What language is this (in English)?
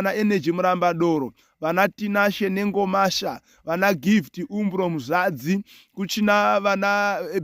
Shona